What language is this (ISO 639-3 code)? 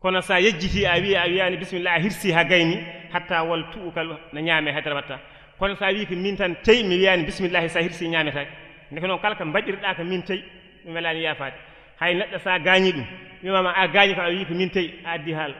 ful